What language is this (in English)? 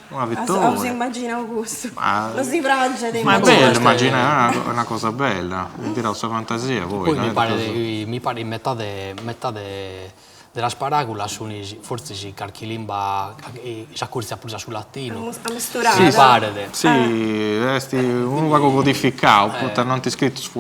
Sardinian